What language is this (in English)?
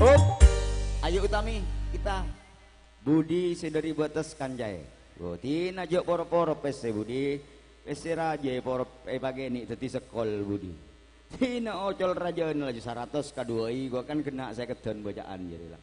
Madurese